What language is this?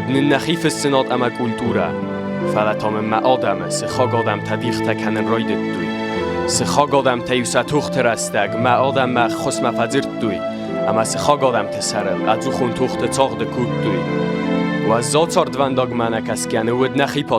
Ossetic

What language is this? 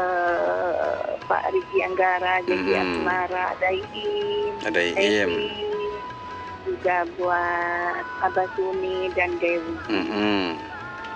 Indonesian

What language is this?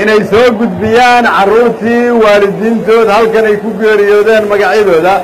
Somali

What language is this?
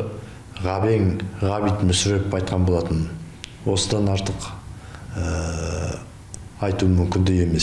Kazakh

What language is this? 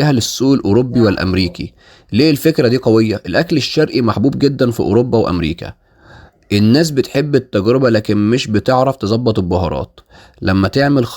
Egyptian Arabic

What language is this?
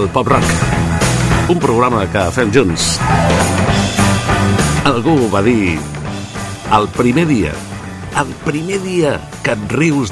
Catalan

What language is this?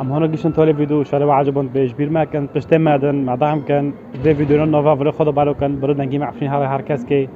Kurdish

